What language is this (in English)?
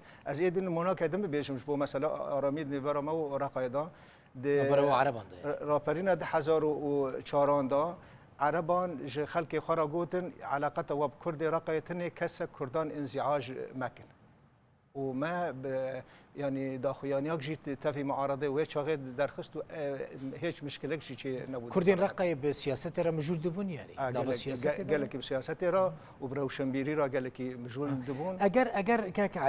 Kurdish